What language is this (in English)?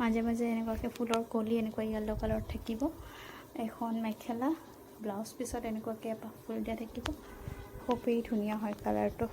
Assamese